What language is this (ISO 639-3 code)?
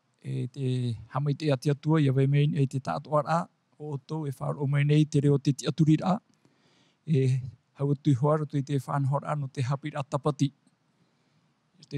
tah